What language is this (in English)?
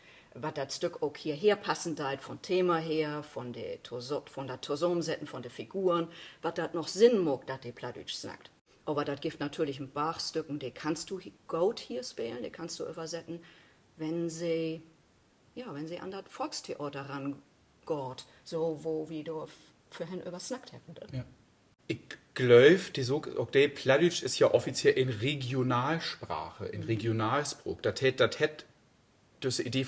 Low German